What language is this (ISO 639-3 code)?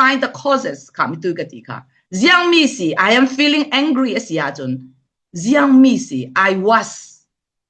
cfm